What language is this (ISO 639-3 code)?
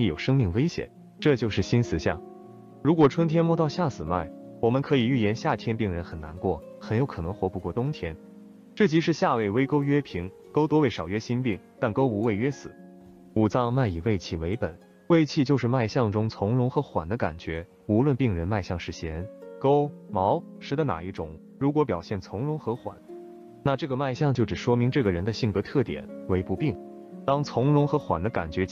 zho